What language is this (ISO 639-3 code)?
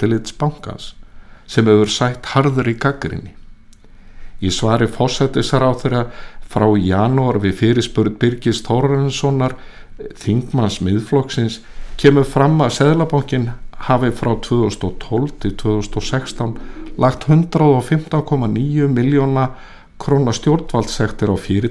isl